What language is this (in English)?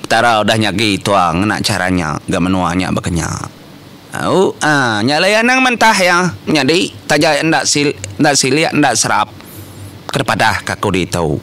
Iban